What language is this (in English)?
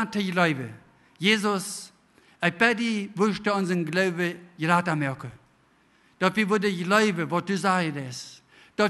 Plautdietsch